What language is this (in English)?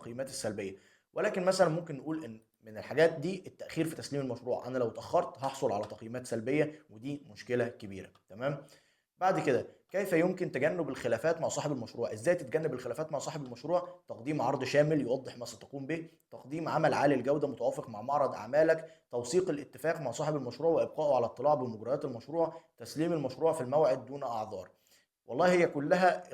Egyptian Arabic